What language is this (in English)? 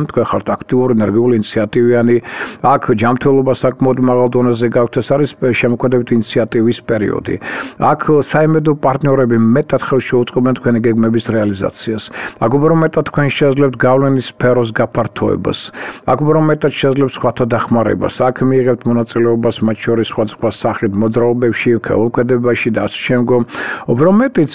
Georgian